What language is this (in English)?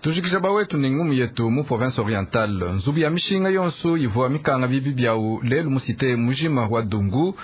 Luba-Lulua